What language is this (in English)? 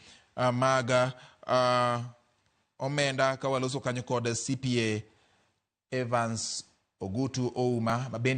Luo (Kenya and Tanzania)